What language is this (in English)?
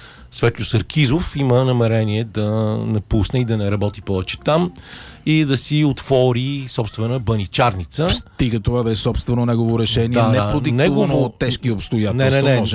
Bulgarian